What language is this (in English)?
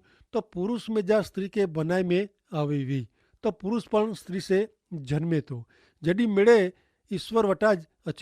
Kachhi